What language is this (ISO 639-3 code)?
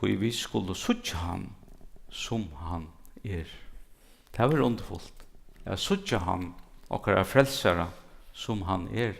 fao